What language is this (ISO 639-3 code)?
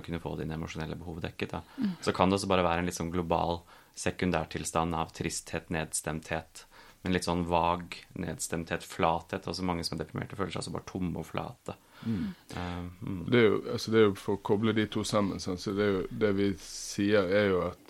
nor